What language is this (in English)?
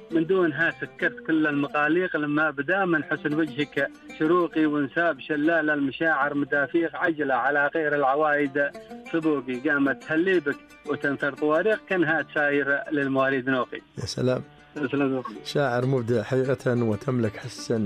Najdi Arabic